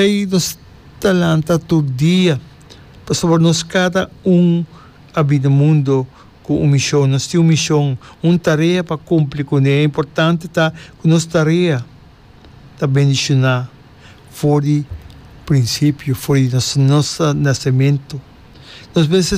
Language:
Papiamento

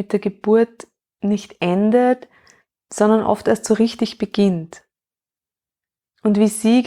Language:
German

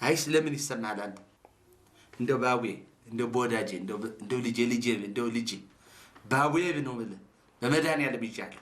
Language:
Amharic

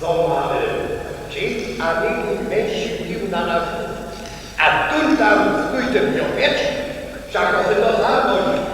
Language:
Upper Sorbian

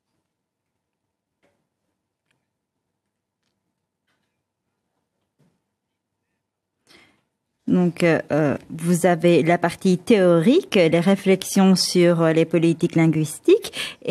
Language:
French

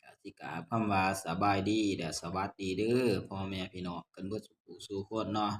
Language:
Northeastern Thai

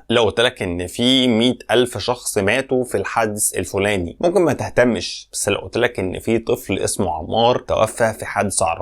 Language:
Egyptian Arabic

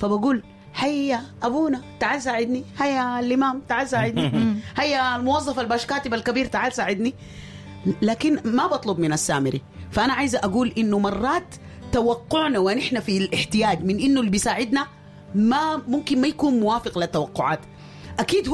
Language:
Sudanese Arabic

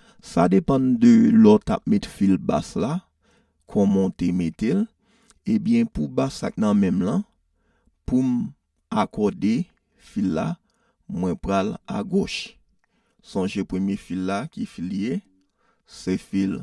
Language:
Haitian Creole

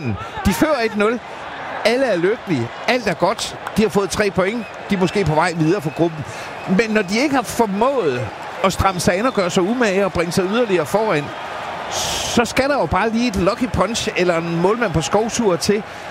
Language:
Danish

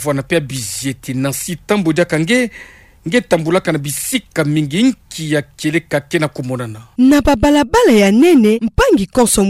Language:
Kituba (Democratic Republic of Congo)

